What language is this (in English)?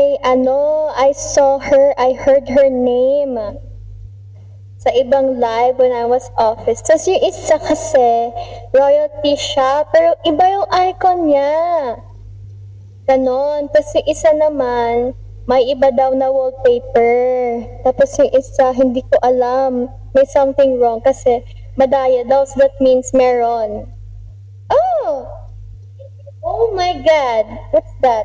Filipino